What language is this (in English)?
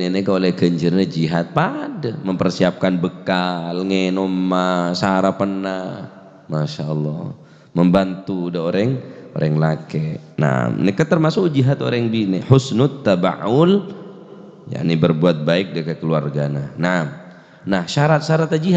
Madurese